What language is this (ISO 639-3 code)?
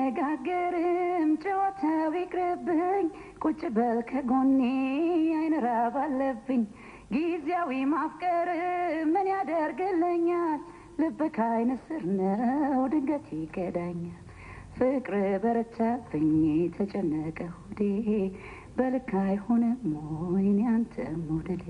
amh